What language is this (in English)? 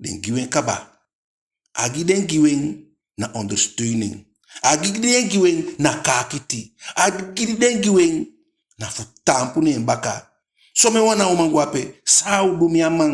Eastern Maroon Creole